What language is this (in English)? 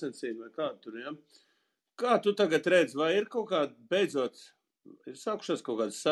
Latvian